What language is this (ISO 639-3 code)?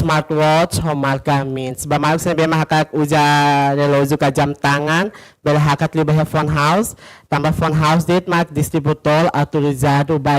tet